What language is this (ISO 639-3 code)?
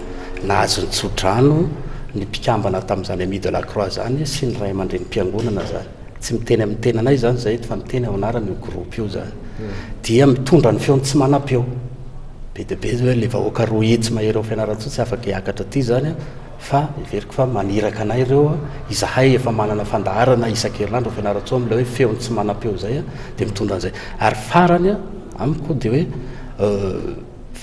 mlg